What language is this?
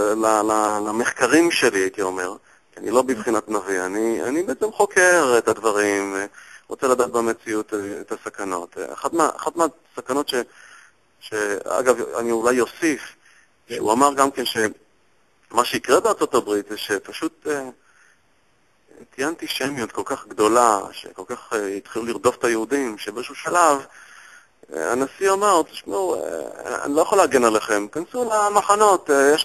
Hebrew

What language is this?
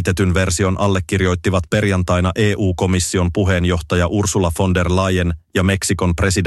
Finnish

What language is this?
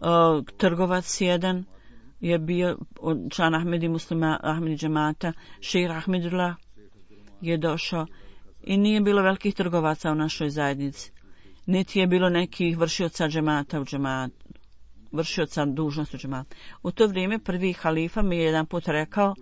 Bosnian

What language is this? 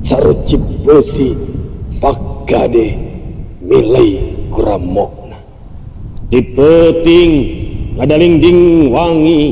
Sundanese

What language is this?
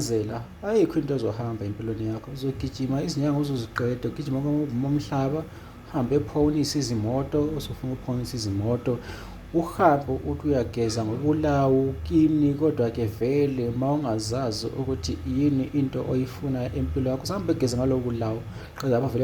Zulu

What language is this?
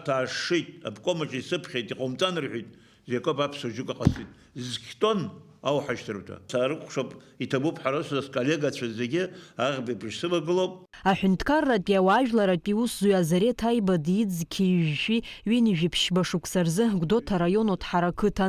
Abkhazian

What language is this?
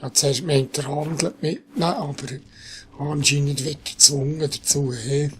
Swiss German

